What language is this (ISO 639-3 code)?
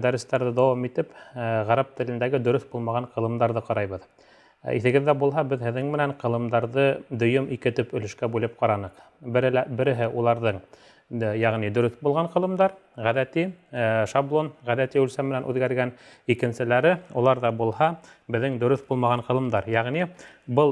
bak